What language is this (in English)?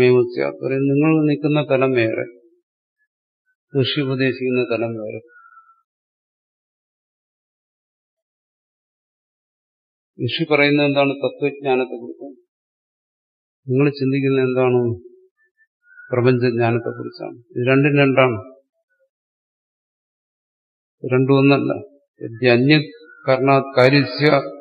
Malayalam